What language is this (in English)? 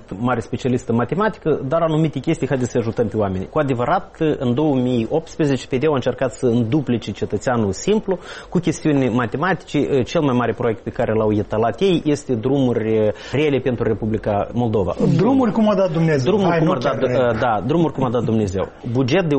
Romanian